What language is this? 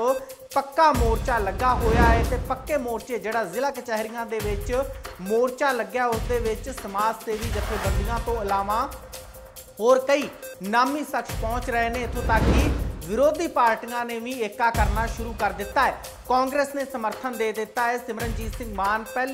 Punjabi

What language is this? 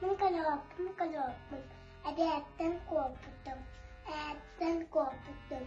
Yakut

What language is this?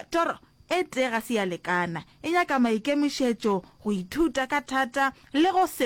Northern Sotho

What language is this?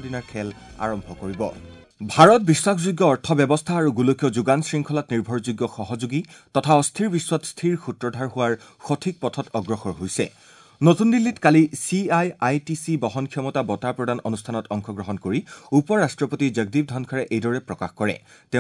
Assamese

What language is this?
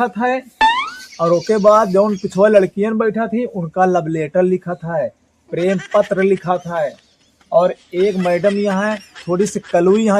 Awadhi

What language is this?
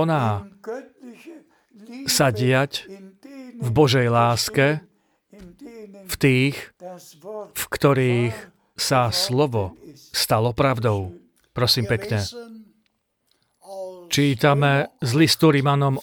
Slovak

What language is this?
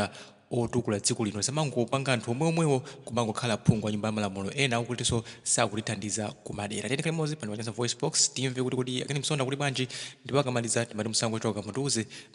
Nyanja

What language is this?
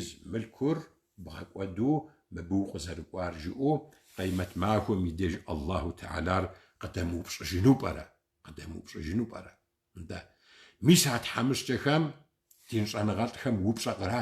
Kabardian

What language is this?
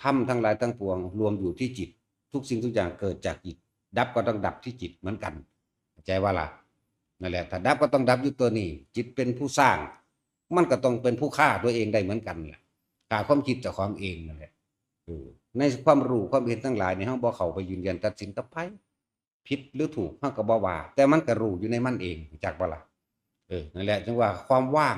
Northeastern Thai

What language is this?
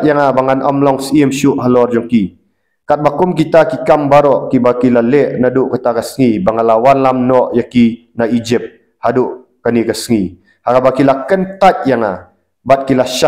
Khasi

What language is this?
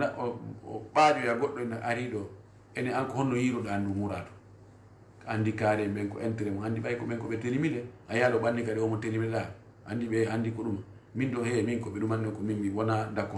Fula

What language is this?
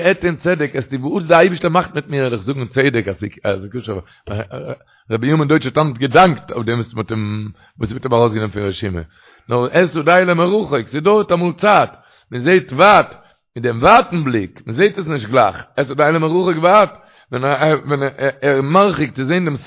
Yiddish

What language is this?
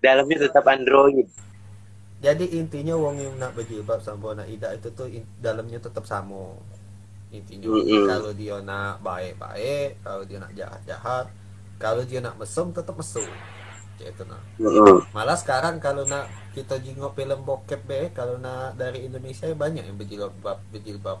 Musi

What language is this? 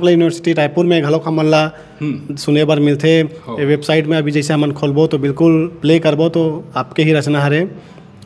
Chhattisgarhi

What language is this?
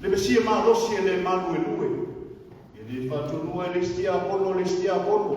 Samoan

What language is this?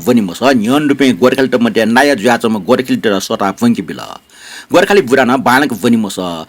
Newari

